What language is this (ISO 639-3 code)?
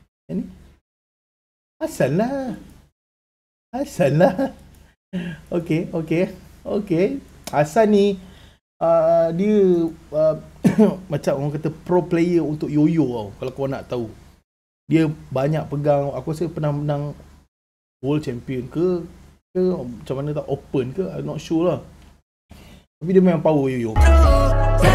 msa